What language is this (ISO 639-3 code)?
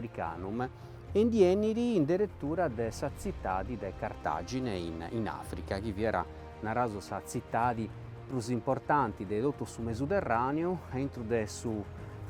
srd